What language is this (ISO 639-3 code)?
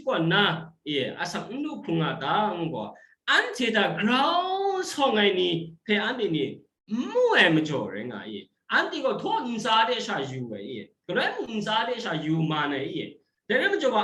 kac